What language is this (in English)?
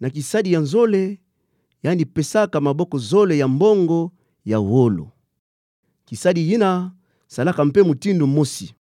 Kituba (Democratic Republic of Congo)